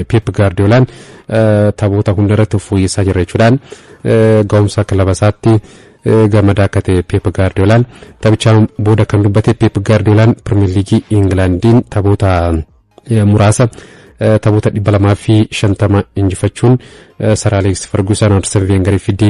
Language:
Oromo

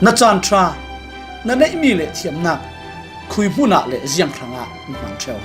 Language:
Falam Chin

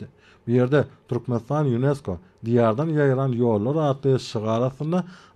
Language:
Turkmen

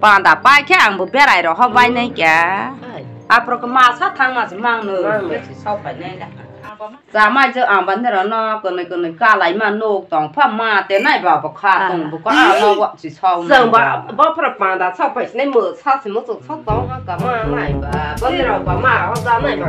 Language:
Kok Borok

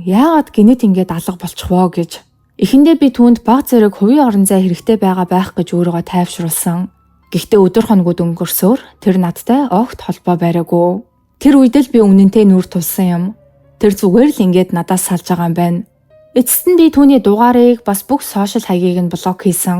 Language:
Mongolian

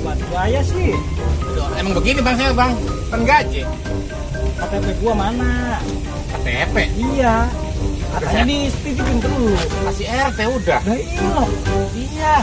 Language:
Betawi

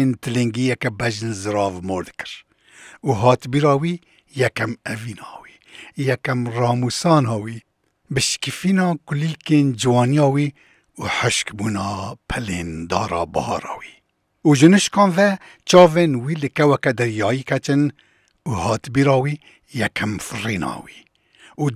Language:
Kurdish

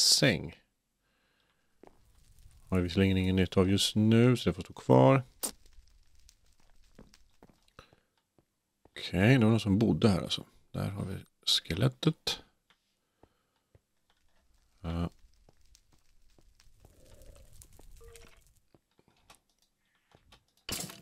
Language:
Swedish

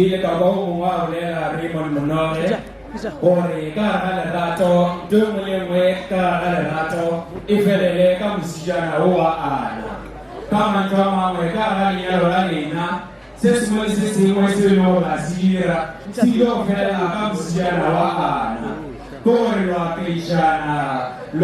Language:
Northern Sotho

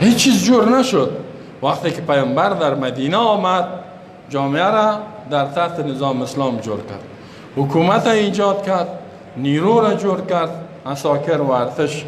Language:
Persian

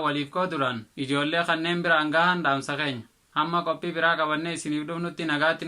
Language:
Oromo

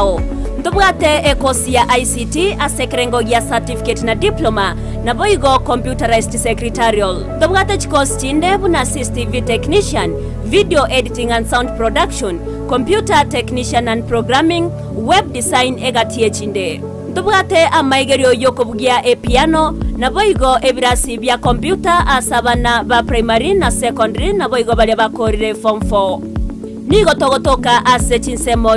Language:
Gusii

